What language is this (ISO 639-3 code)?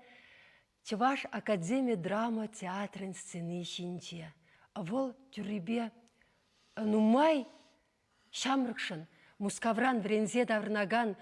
chv